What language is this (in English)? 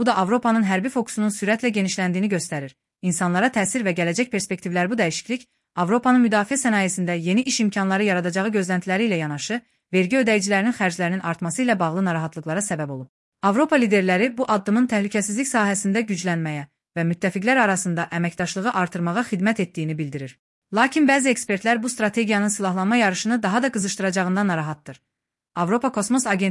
Azerbaijani